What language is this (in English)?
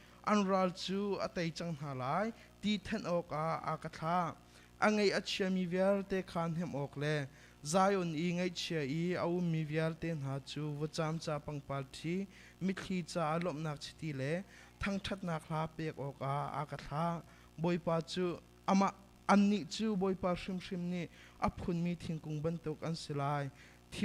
Hakha Chin